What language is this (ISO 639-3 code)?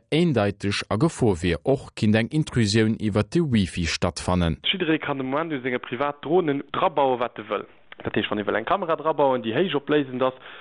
ltz